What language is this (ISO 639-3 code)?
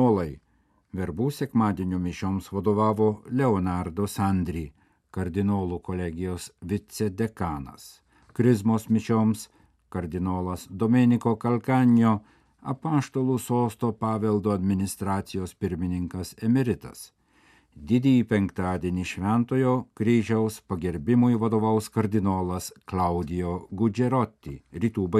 lit